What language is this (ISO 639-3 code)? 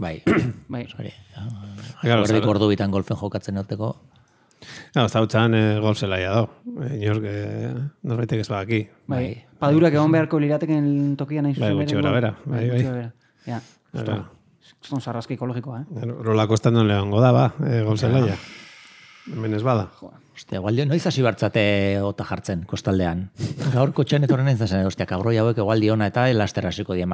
eus